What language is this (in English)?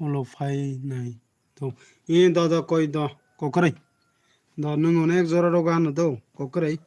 Kok Borok